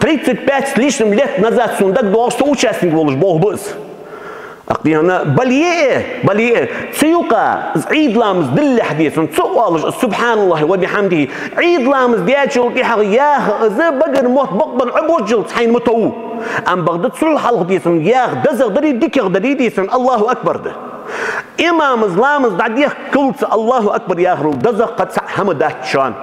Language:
Ingush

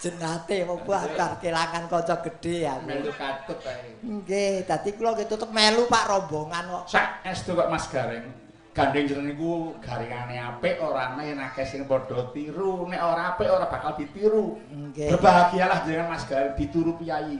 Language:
Javanese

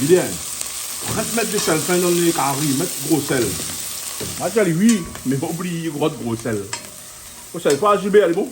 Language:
Réunion Creole French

